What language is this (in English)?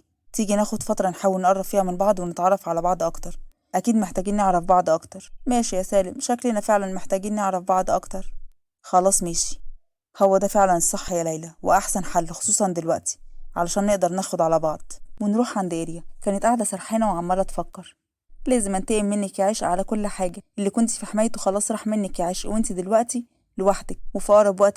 Egyptian Arabic